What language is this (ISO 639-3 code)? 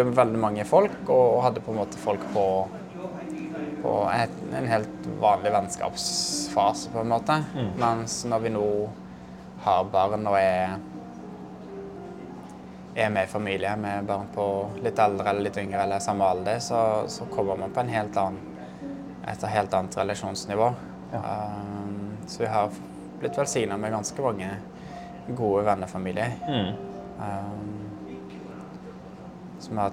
nor